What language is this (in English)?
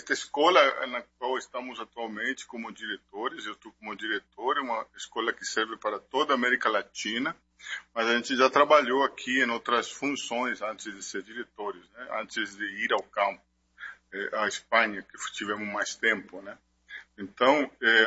Portuguese